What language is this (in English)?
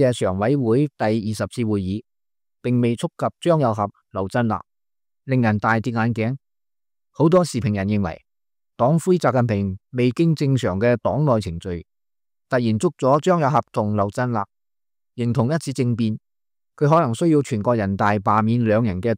Cantonese